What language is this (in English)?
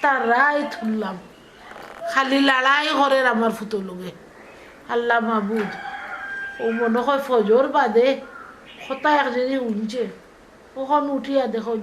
Sylheti